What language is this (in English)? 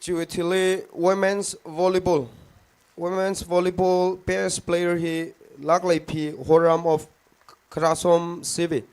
Tangkhul Naga (India)